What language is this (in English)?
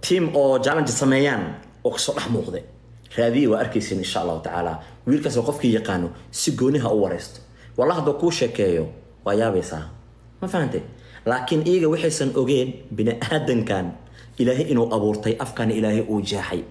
Somali